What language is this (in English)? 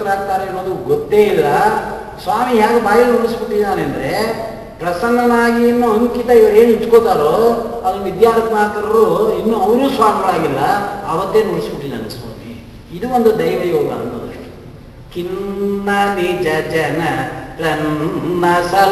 Kannada